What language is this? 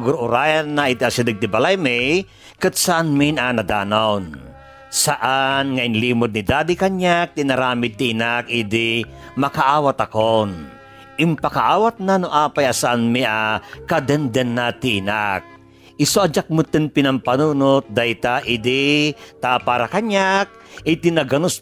Iloko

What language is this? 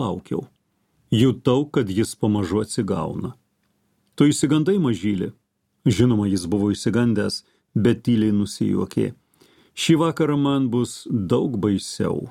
Lithuanian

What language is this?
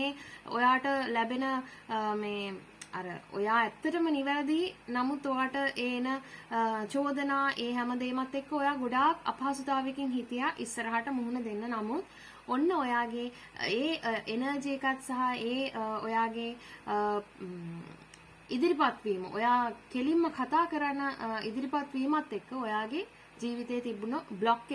Sinhala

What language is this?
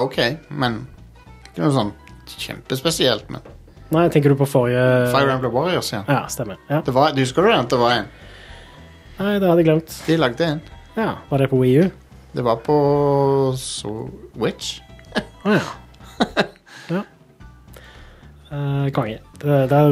Norwegian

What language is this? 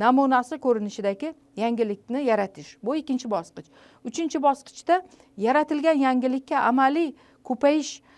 Uzbek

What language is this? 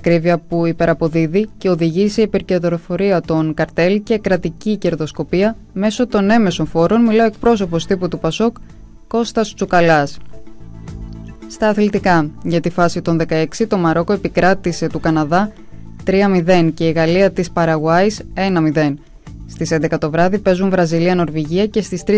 Greek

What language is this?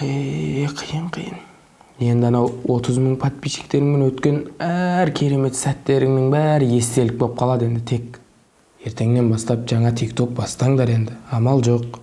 Kazakh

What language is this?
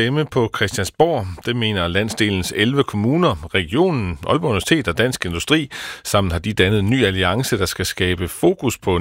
Danish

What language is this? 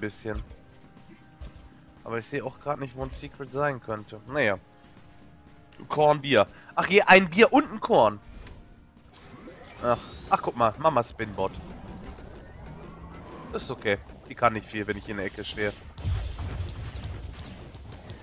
German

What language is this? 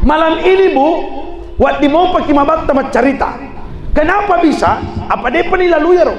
Buginese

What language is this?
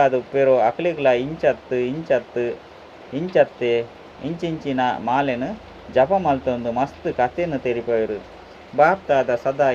Tulu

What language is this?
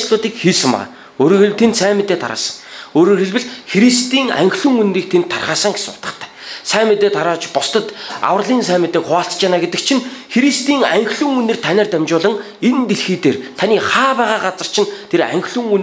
Mongolian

